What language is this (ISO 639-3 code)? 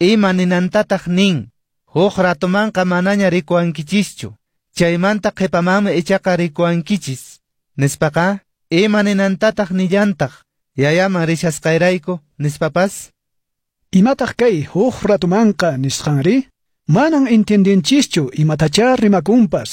que